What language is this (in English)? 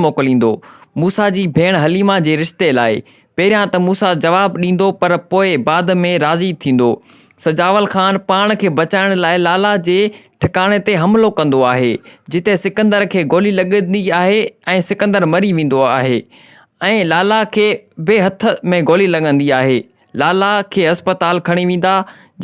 Sindhi